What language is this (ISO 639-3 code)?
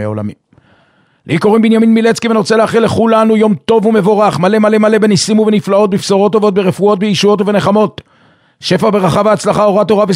heb